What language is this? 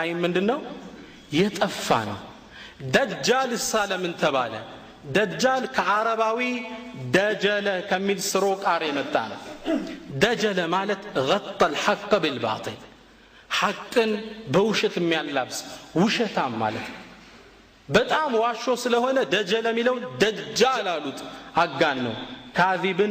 Amharic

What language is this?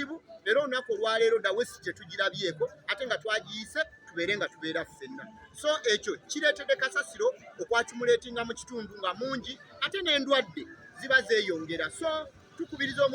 Ganda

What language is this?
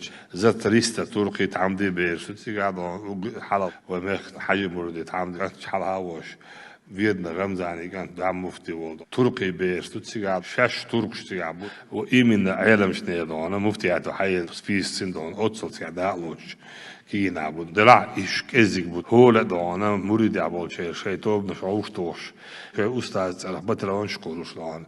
Chechen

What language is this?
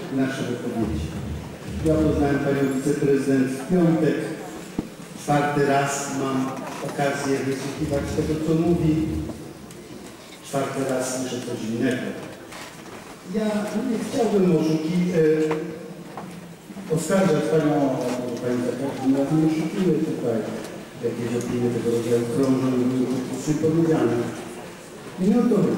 Polish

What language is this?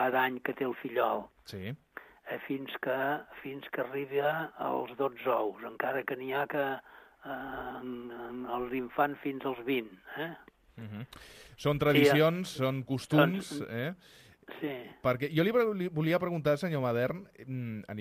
Catalan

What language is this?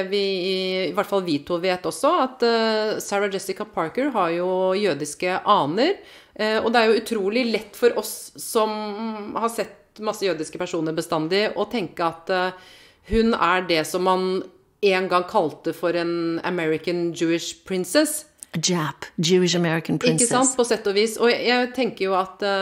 Norwegian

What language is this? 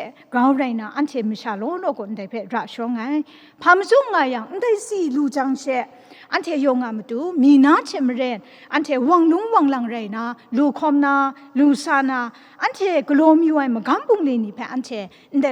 Kachin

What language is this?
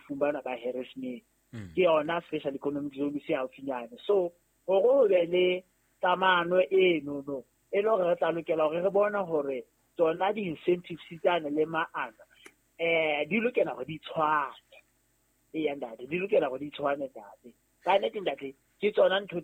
Southern Sotho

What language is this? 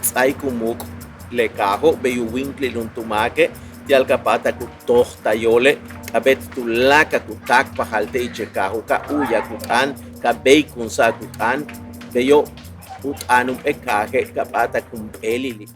Yucateco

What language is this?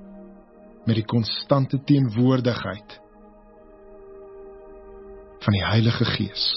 Afrikaans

